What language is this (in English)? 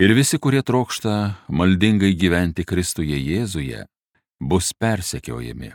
Lithuanian